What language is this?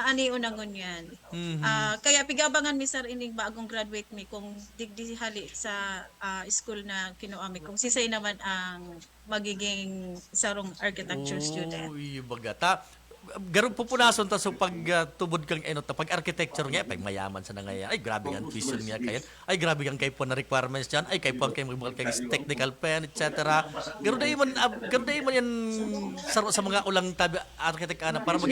Bikol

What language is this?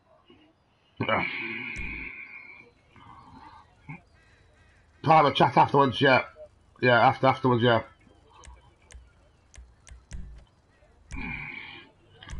English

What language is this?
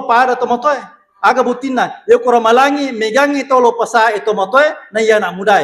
Buginese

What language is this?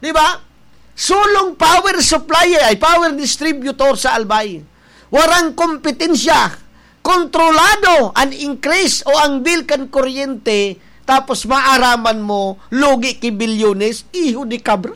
Bikol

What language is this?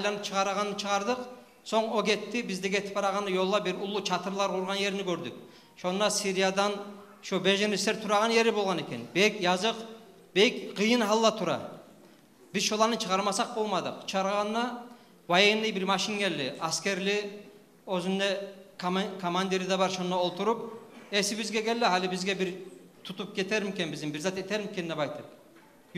Kumyk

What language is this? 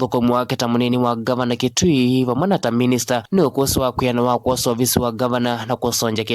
Kamba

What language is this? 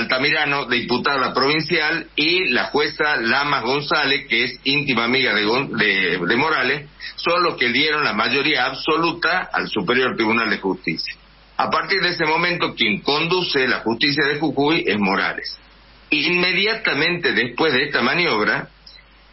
Spanish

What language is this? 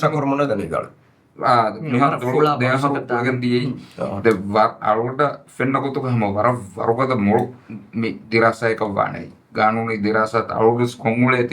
Divehi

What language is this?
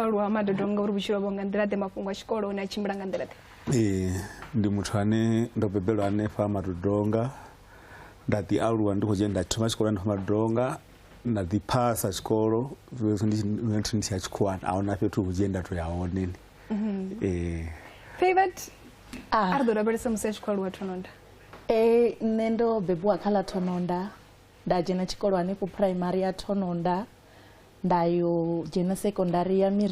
Venda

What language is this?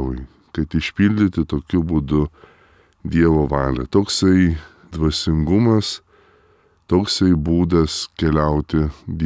Lithuanian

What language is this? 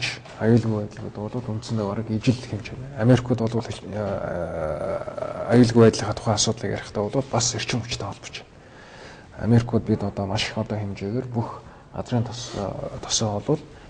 Mongolian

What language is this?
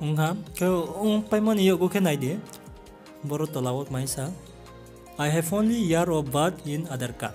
Riang (India)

